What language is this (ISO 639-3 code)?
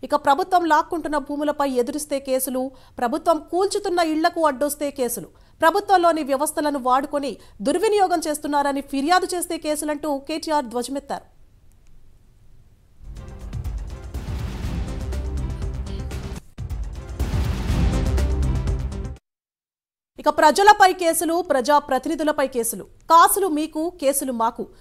tel